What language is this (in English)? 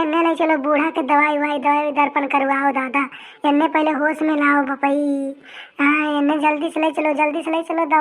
Awadhi